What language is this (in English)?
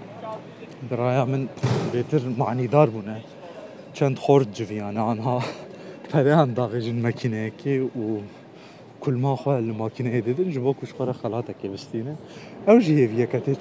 Kurdish